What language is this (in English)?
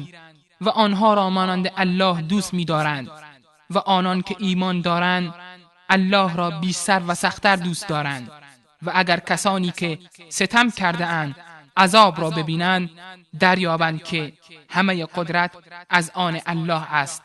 Persian